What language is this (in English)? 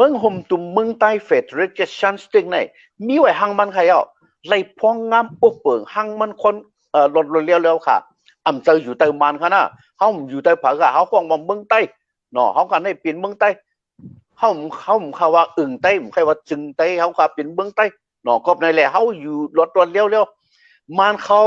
Shan